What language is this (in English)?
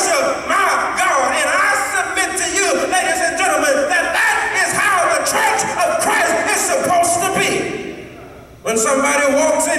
English